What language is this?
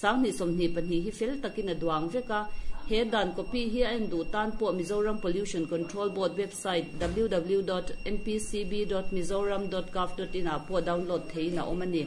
Mizo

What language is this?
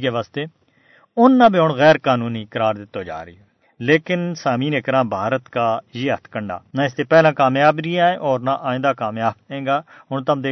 Gujari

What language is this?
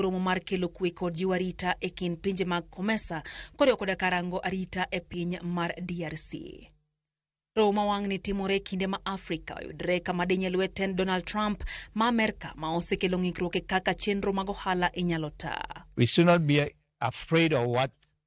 Luo (Kenya and Tanzania)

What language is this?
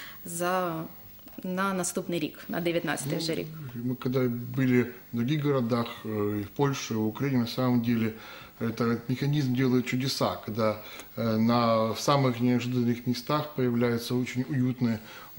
Ukrainian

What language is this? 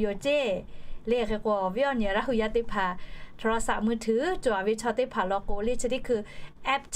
Lahu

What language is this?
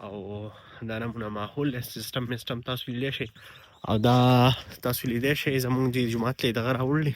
Pashto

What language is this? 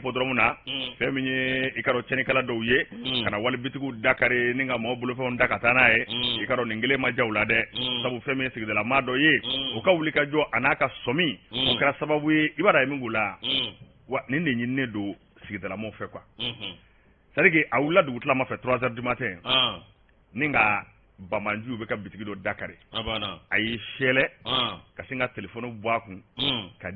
Bambara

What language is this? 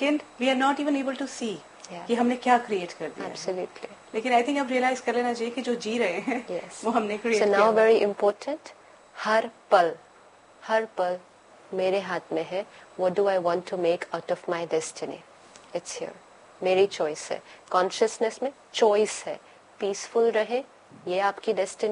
Hindi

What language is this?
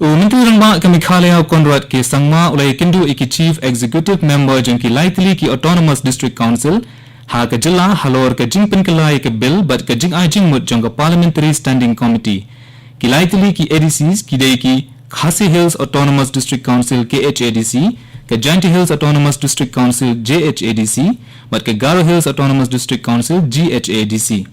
Khasi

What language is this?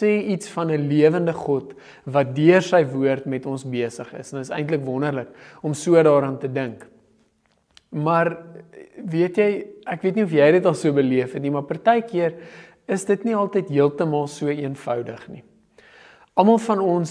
Afrikaans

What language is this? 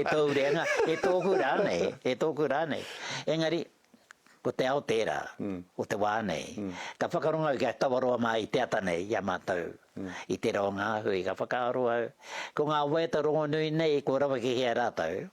Māori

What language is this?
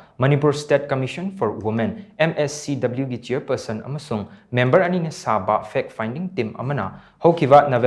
Manipuri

